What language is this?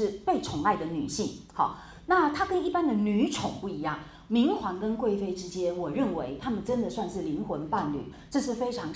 Chinese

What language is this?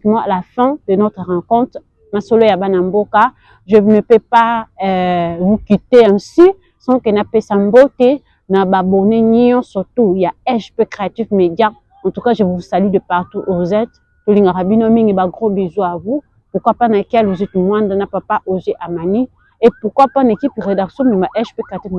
Lingala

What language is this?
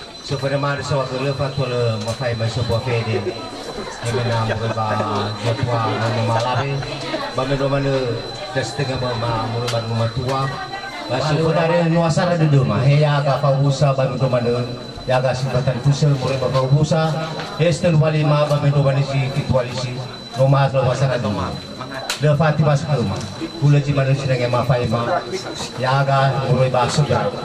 Nias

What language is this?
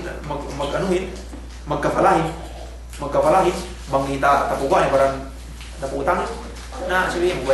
Yakan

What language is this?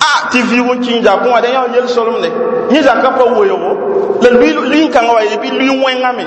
Mossi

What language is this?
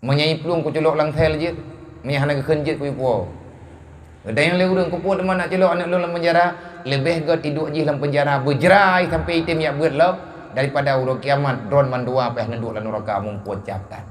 Achinese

